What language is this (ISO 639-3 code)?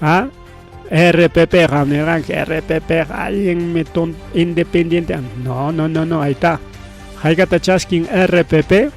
quy